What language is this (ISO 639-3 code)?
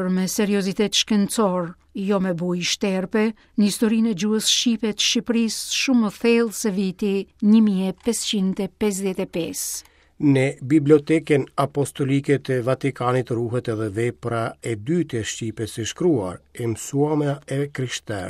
sqi